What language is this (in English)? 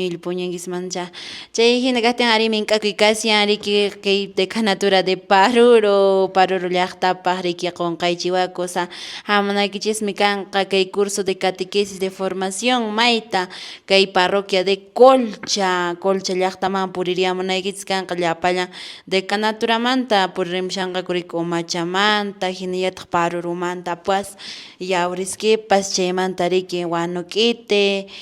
Quechua